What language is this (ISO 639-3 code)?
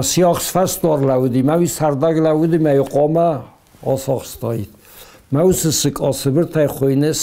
oss